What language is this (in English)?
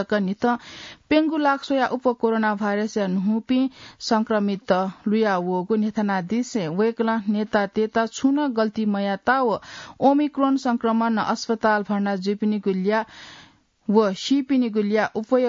Newari